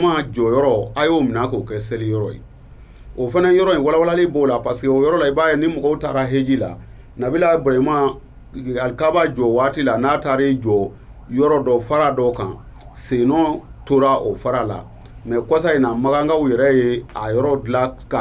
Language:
Bambara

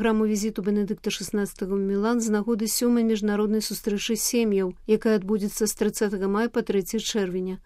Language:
Belarusian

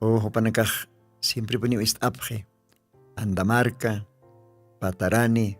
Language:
Aymara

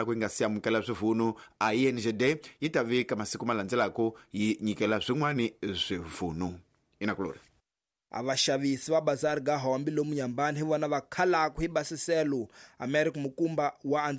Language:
Tsonga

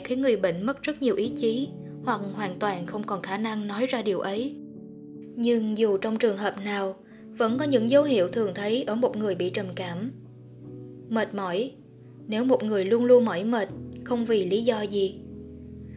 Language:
Vietnamese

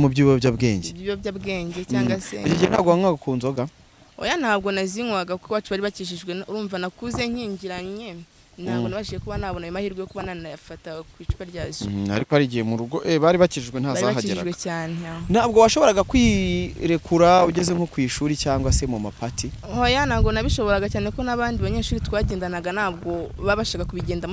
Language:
Kinyarwanda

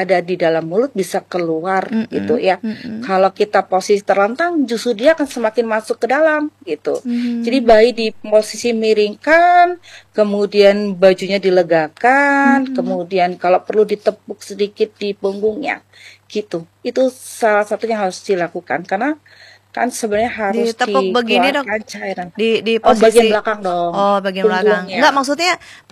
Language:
Indonesian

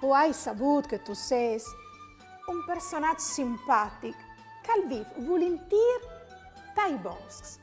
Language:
Friulian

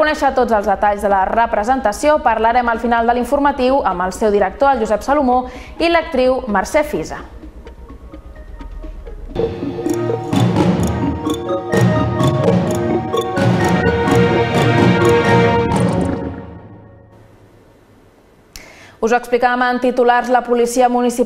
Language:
Catalan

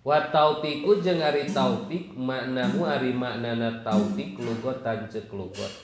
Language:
Sundanese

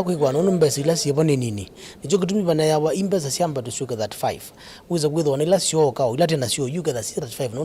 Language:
Kamba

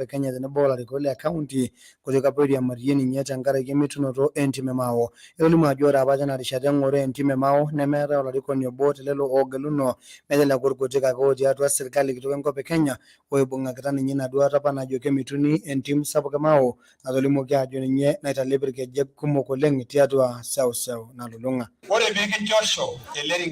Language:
Masai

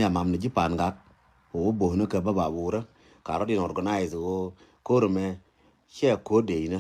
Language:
Nuer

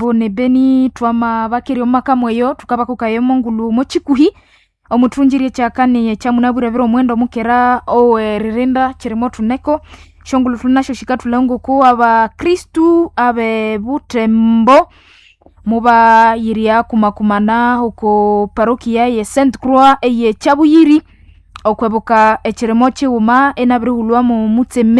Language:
Nande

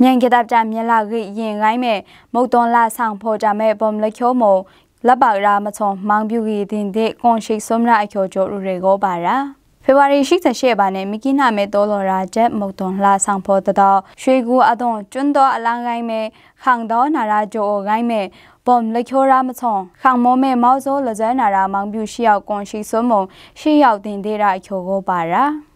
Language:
Maru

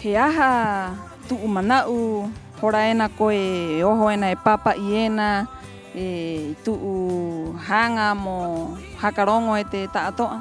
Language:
Rapanui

